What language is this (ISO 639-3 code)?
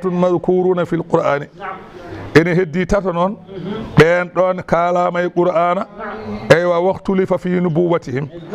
ful